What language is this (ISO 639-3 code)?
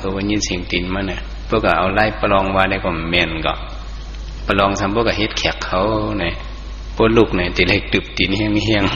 shn